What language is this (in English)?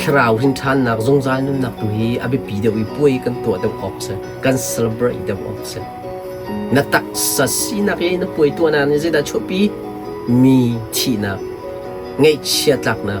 Hakha Chin